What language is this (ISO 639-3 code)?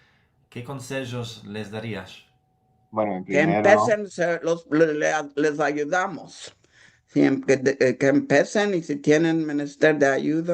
lad